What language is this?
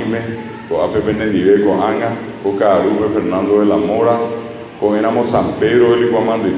Guarani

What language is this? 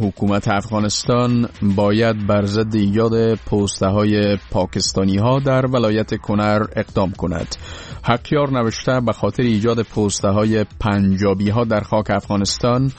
Persian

